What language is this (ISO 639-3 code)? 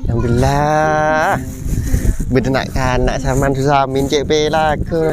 mad